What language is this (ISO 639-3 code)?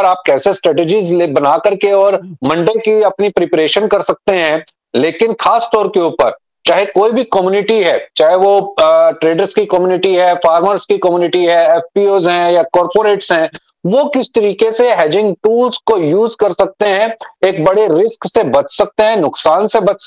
hin